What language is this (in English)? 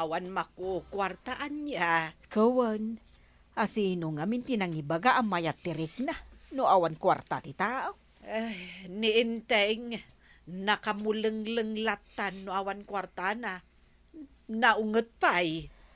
Iloko